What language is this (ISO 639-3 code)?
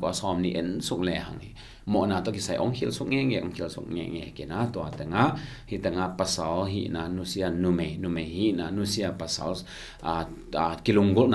ctd